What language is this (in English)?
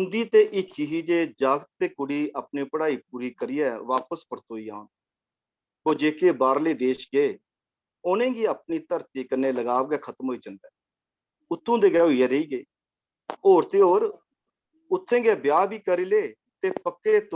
Dogri